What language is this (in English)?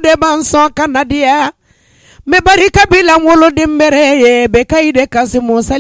Bambara